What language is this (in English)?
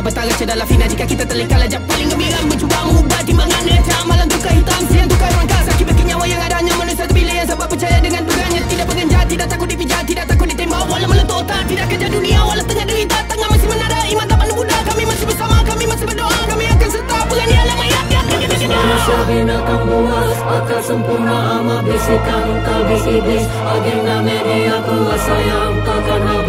Malay